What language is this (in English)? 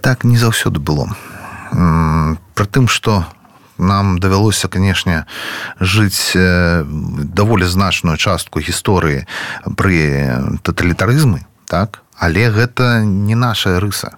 Belarusian